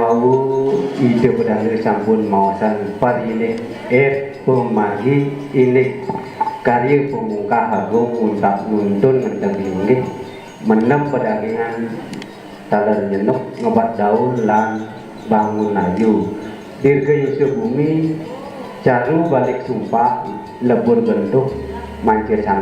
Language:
Balinese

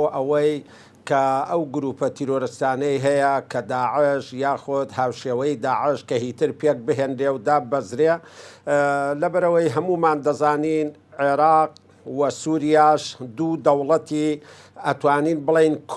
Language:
Central Kurdish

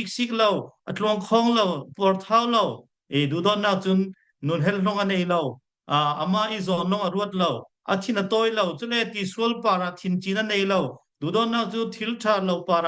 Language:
Falam Chin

